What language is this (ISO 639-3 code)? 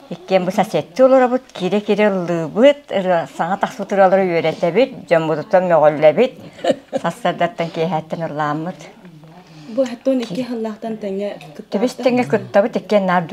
sah